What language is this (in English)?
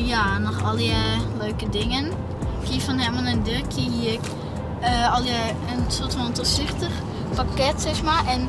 Western Frisian